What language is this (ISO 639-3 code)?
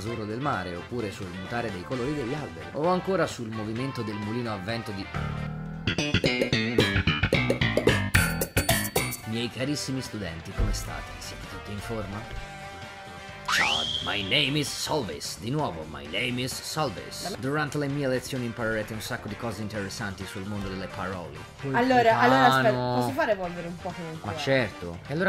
ita